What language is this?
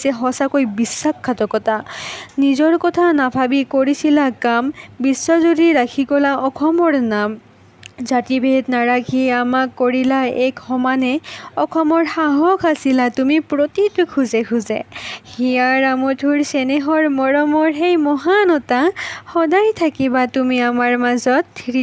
Assamese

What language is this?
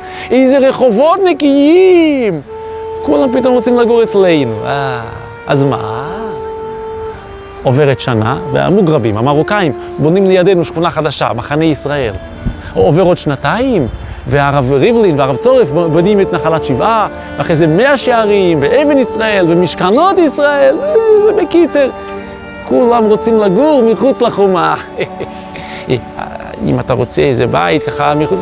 Hebrew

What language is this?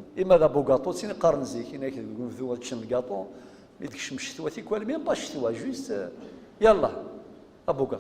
Kabyle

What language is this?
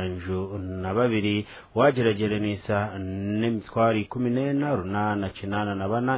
Nyankole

